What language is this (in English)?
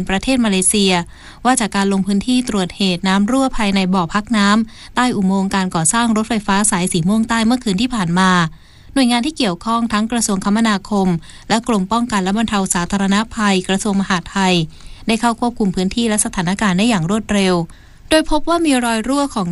Thai